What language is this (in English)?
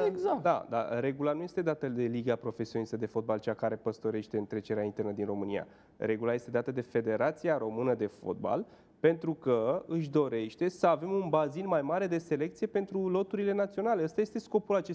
Romanian